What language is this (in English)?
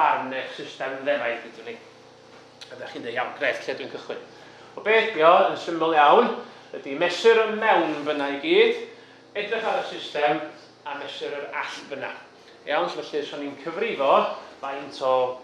Welsh